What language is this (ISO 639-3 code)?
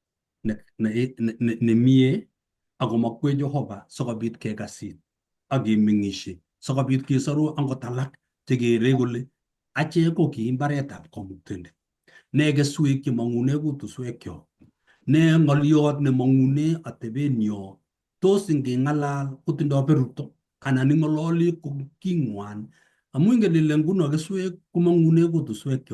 kln